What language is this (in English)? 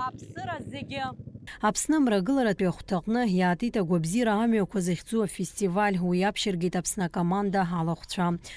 Abkhazian